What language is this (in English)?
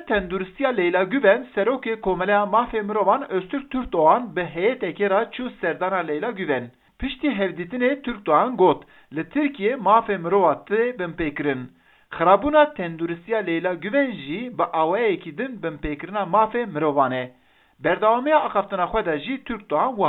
Kurdish